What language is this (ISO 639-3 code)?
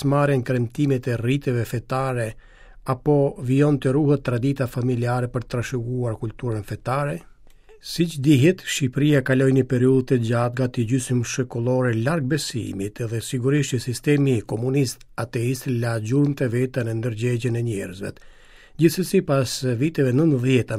sqi